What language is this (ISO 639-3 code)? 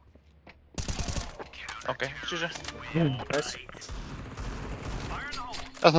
slk